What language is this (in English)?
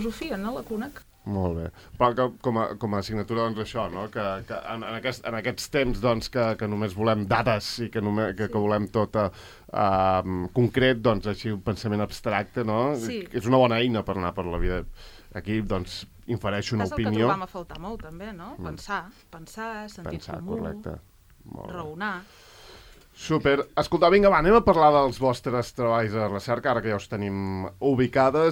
Catalan